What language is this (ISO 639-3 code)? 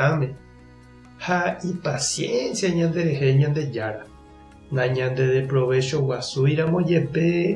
grn